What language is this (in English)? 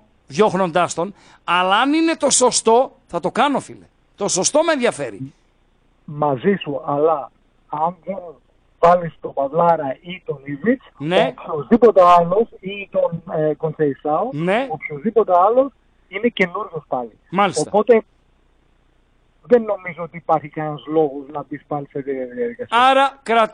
Greek